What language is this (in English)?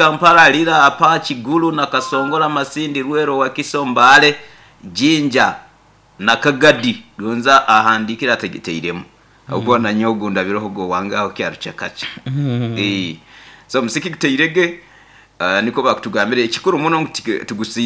Nyoro